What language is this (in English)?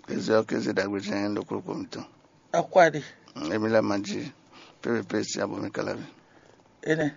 Fon